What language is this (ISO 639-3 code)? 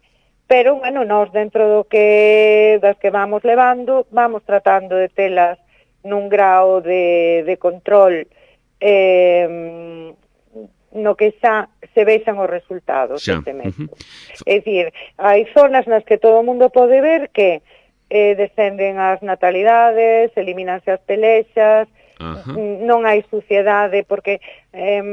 glg